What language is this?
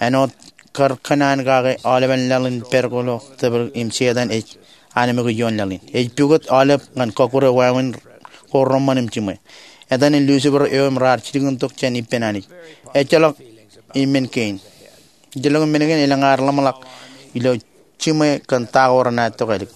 Marshallese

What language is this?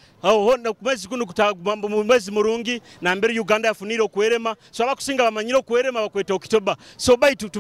Nyoro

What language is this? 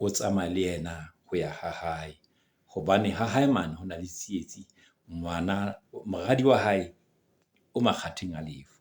Southern Sotho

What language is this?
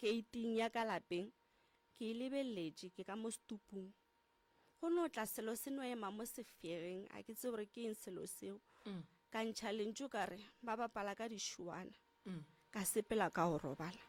Northern Sotho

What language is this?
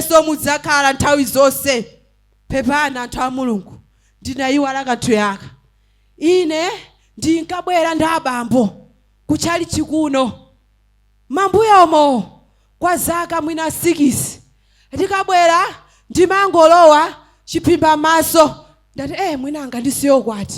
Nyanja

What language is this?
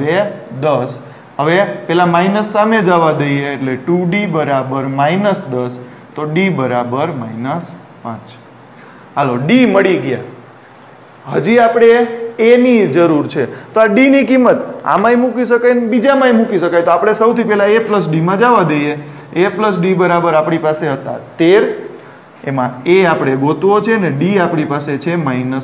Gujarati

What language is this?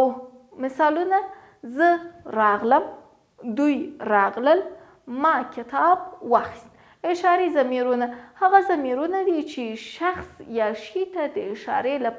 Pashto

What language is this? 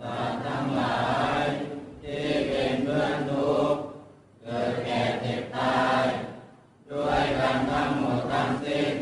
Pali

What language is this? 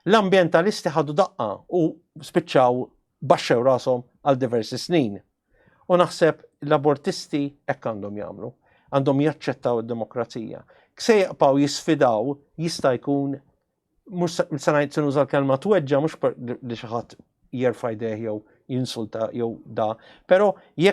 Maltese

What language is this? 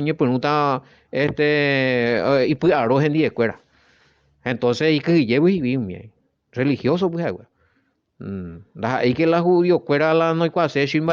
Guarani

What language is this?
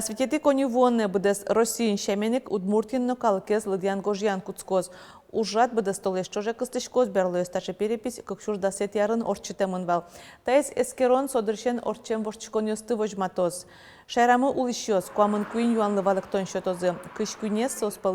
Udmurt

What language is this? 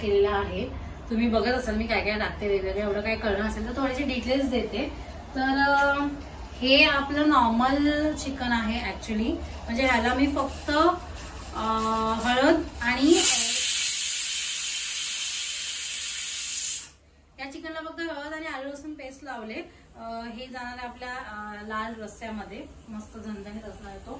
Marathi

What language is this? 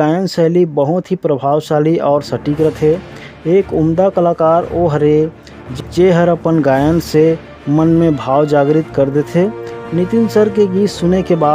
Chhattisgarhi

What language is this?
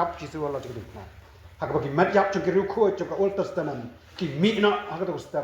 Khasi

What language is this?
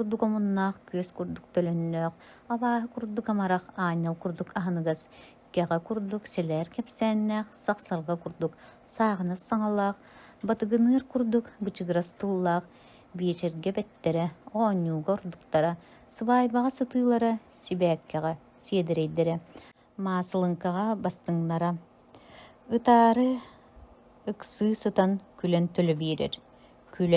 Yakut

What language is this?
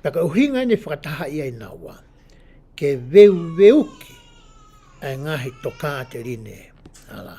Tongan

